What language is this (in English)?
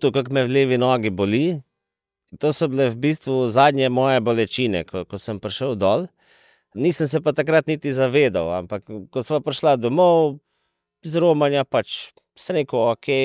Slovenian